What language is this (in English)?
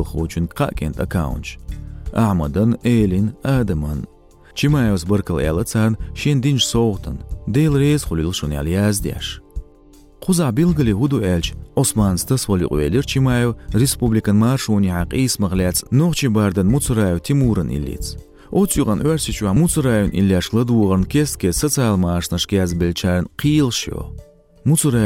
Chechen